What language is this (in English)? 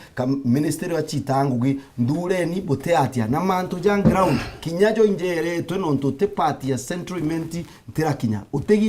Meru